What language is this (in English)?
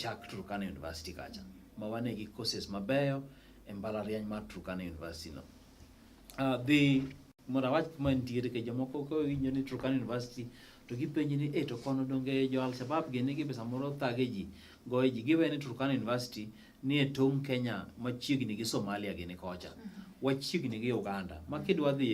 Luo (Kenya and Tanzania)